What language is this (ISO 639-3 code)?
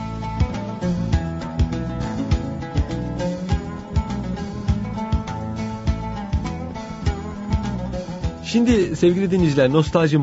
tur